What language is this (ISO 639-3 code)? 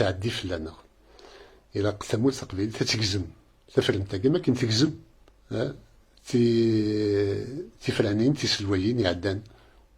kab